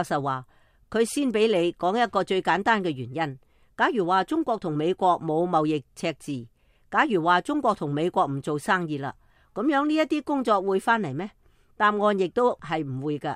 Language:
Cantonese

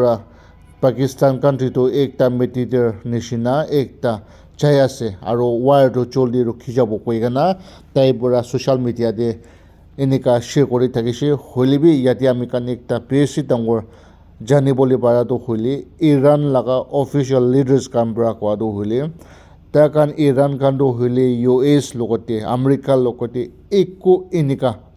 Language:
Naga Pidgin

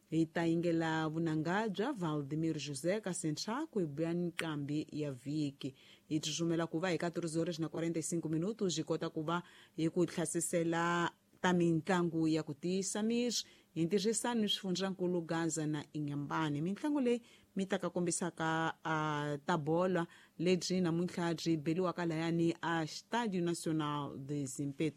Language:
Tsonga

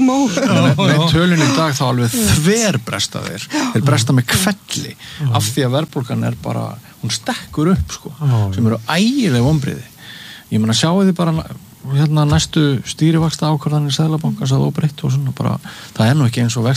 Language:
Icelandic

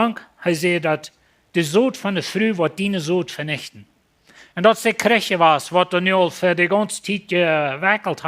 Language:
Plautdietsch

